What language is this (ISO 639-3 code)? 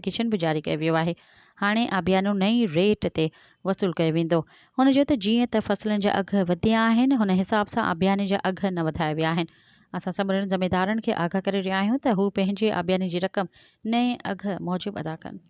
snd